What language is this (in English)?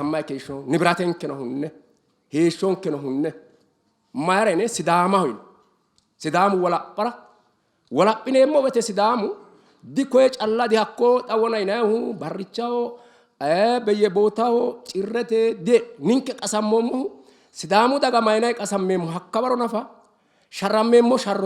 Sidamo